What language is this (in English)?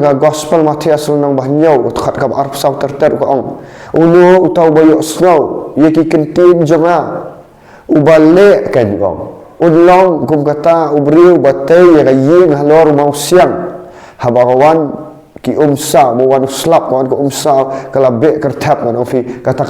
Khasi